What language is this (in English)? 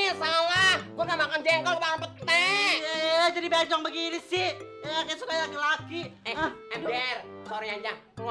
Indonesian